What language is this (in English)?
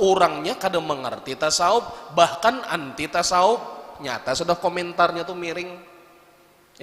Banjar